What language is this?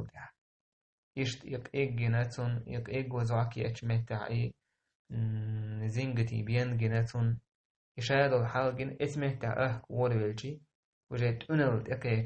Chechen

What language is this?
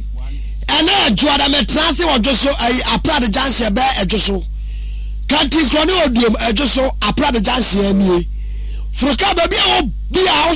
Akan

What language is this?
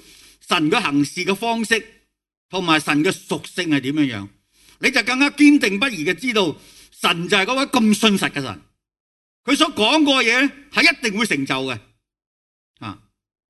Cantonese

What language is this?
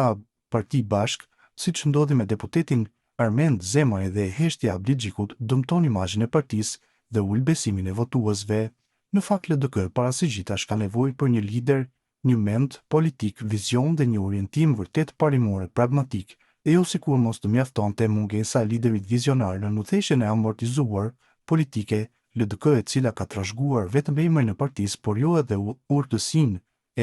Albanian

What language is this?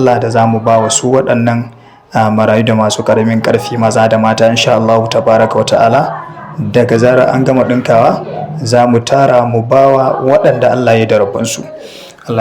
Hausa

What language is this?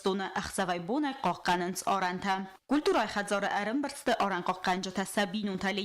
Ossetic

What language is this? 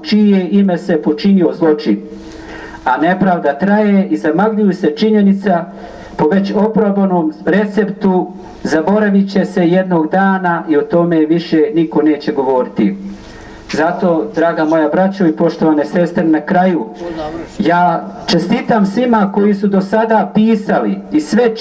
Bosnian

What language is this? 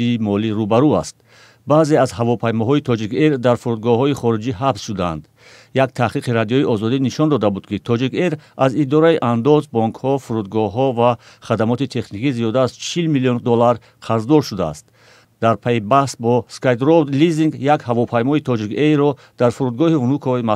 Tajik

